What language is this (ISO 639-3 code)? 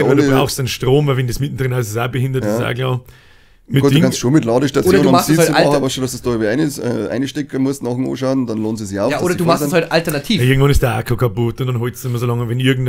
bar